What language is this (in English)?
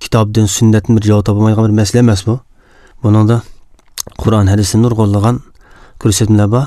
Uyghur